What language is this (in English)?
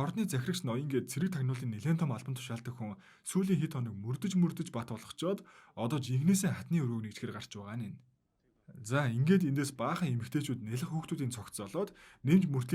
Mongolian